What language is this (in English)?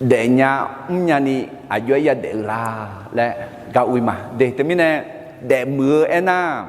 Akha